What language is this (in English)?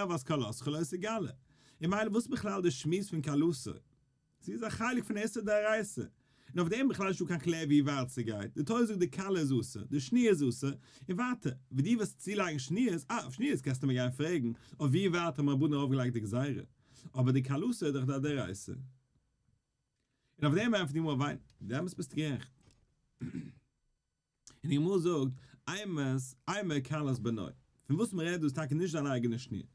Yiddish